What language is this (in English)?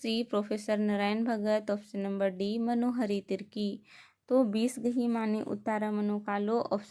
Kurukh